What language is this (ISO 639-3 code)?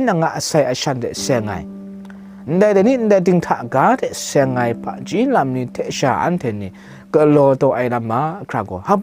kac